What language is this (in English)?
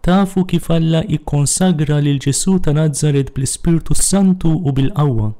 Maltese